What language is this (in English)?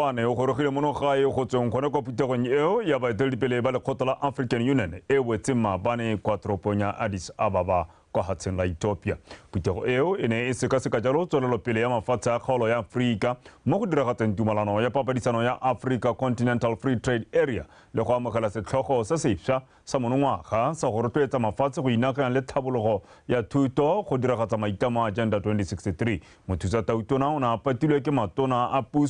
Tswana